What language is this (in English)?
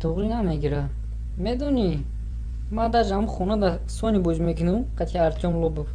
Tajik